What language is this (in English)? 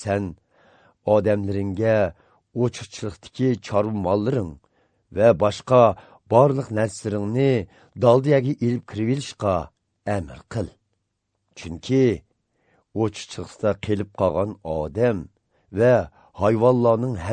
Azerbaijani